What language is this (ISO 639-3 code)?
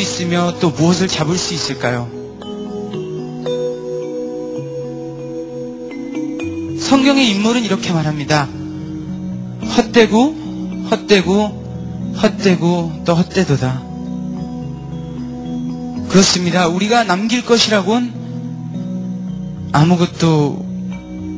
kor